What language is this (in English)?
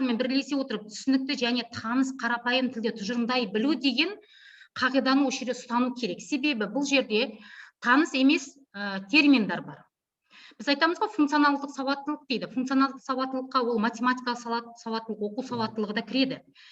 Kazakh